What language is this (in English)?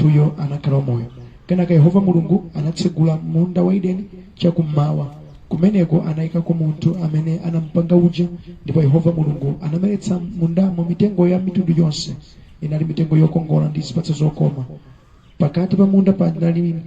Nyanja